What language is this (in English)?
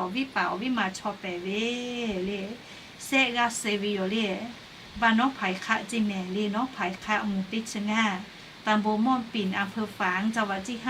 Lahu